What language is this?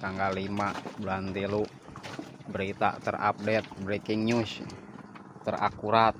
Sundanese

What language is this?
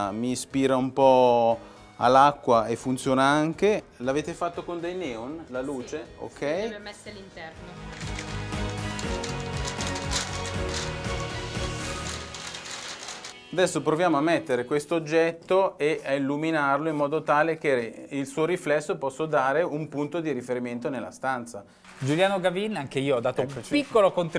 Italian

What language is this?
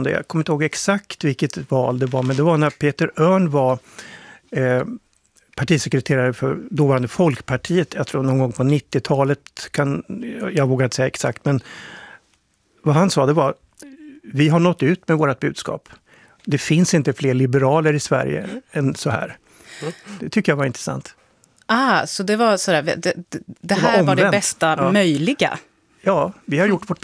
Swedish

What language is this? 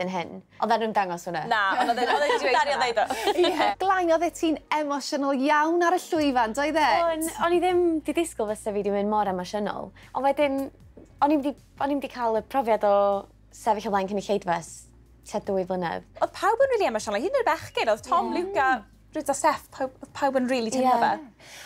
Welsh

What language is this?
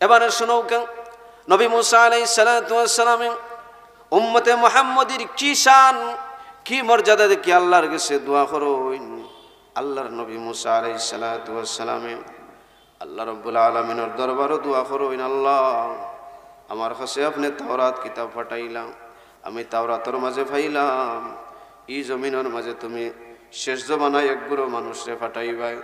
Sylheti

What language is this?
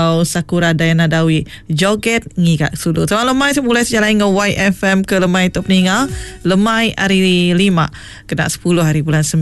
Iban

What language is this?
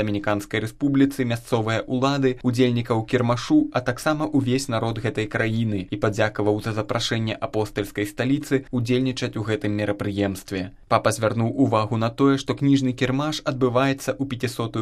Belarusian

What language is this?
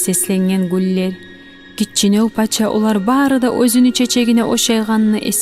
Kumyk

